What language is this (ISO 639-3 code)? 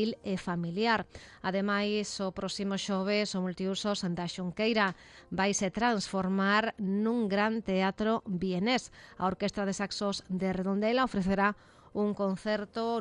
glg